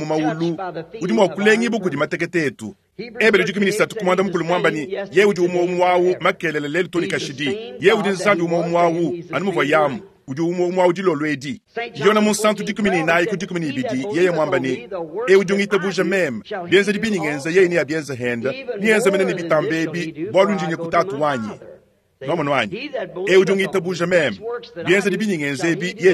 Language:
Luba-Lulua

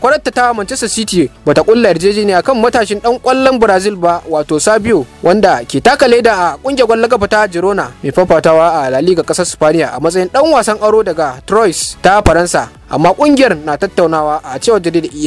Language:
Hausa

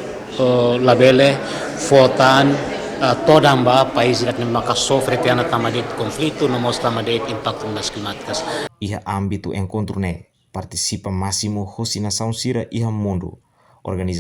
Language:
Tetum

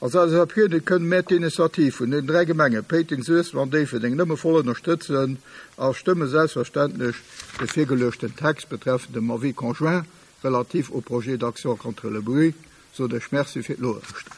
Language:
Luxembourgish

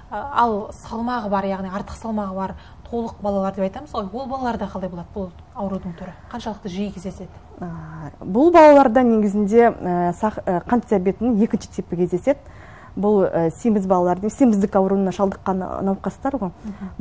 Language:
Kazakh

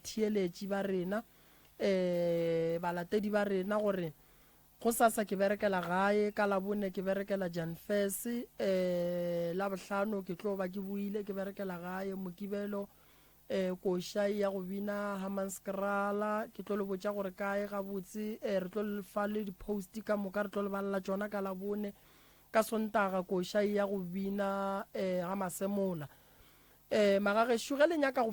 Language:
Northern Sotho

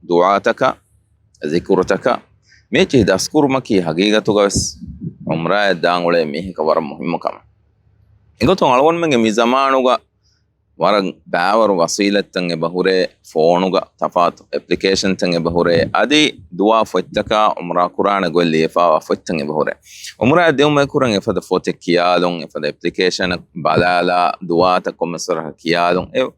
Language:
Divehi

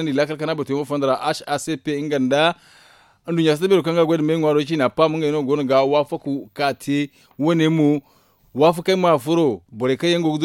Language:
Zarma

